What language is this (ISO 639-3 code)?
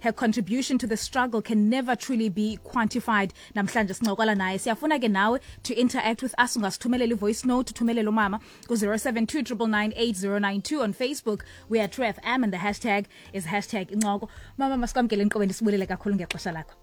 xho